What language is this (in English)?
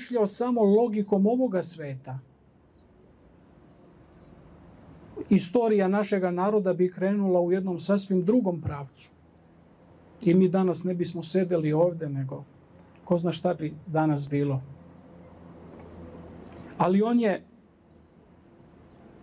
Serbian